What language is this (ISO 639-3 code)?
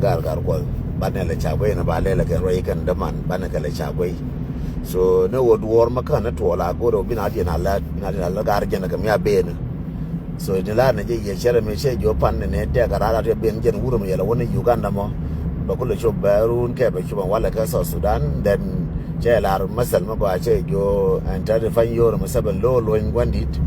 nus